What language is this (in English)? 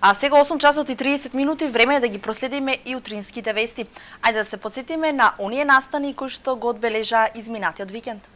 Macedonian